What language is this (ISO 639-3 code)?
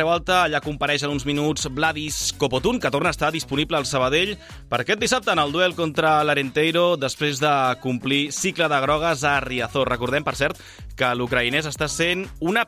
cat